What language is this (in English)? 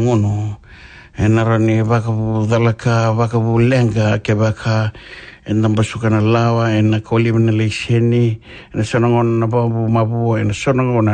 Fijian